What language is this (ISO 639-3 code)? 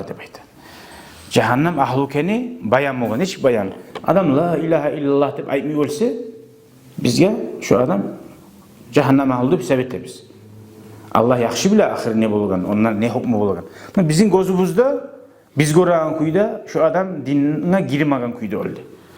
kum